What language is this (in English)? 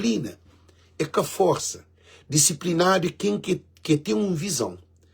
Kabuverdianu